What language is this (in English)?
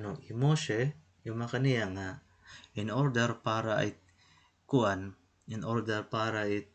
Waray